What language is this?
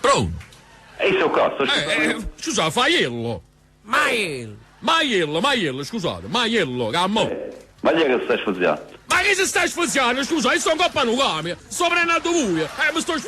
Neapolitan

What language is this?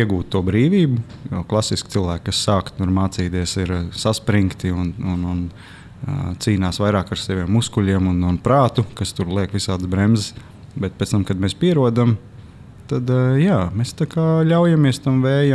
Latvian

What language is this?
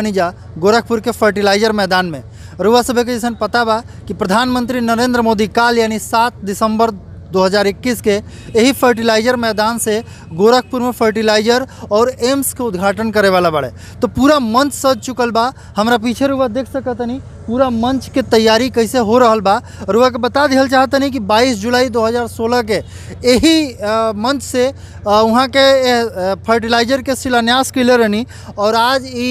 Bhojpuri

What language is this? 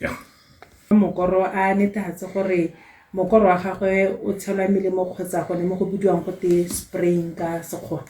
Tswana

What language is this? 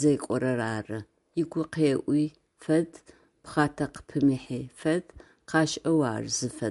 Adyghe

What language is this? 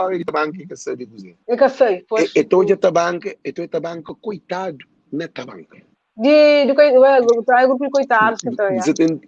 Kabuverdianu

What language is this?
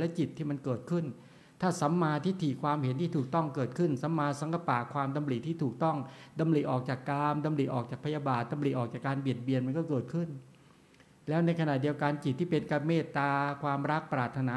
Thai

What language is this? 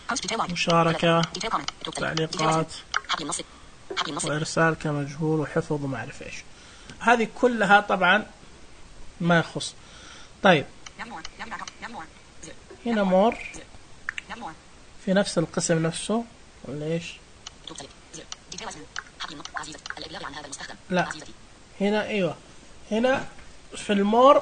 Najdi Arabic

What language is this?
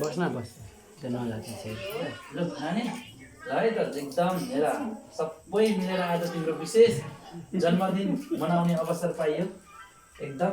Nepali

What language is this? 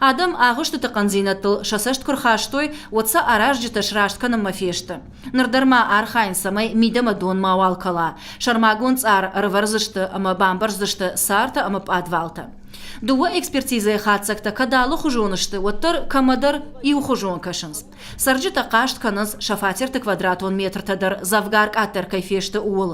Ossetic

